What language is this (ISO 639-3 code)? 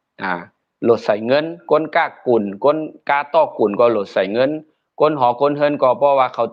shn